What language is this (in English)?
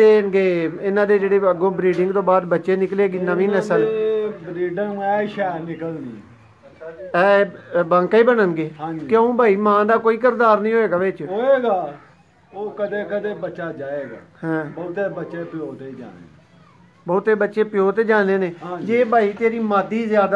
Punjabi